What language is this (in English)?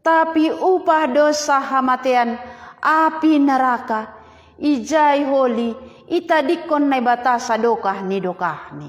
Batak Simalungun